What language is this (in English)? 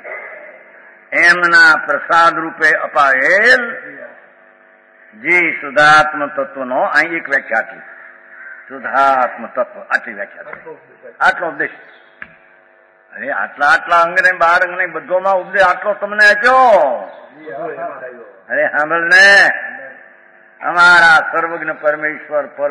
Gujarati